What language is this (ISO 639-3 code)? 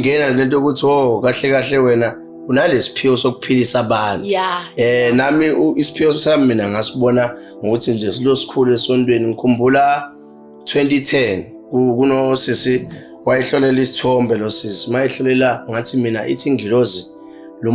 zul